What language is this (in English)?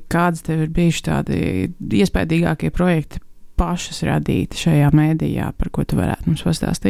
Latvian